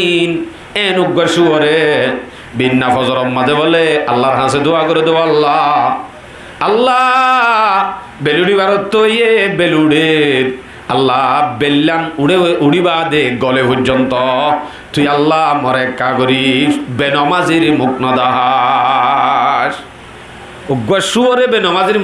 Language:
Rohingya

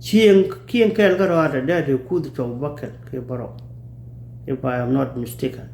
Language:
Nuer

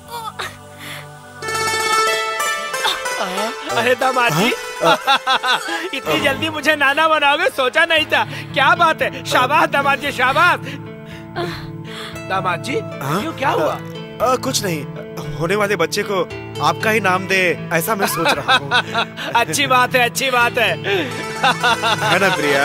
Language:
Hindi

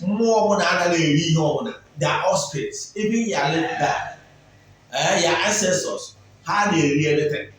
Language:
Igbo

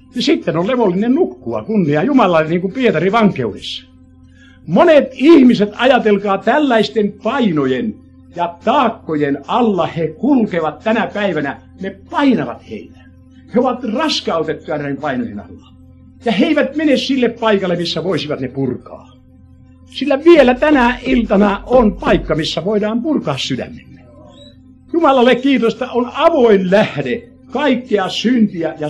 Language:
Finnish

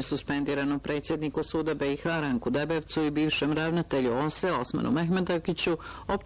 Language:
Bosnian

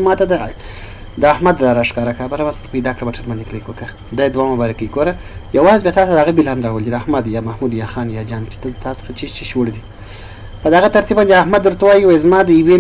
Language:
Pashto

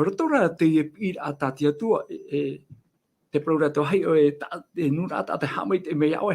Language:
Tahitian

